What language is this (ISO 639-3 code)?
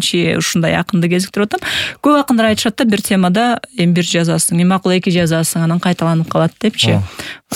kir